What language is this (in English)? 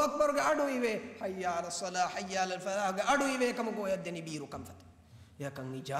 Divehi